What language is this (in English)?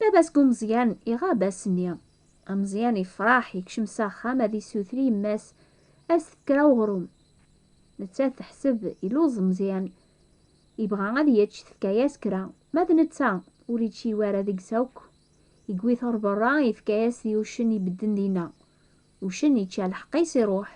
Kabyle